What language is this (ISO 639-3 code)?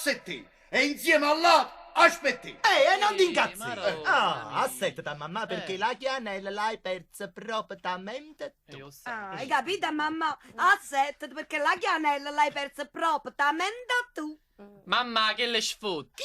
nap